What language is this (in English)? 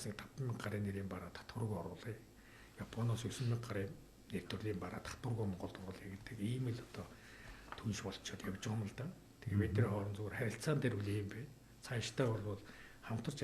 Mongolian